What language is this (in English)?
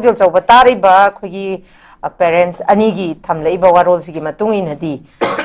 Manipuri